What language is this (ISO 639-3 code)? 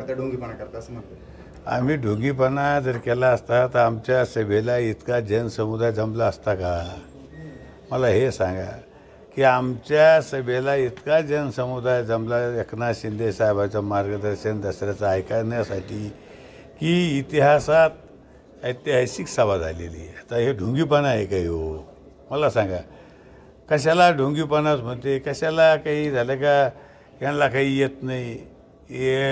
mar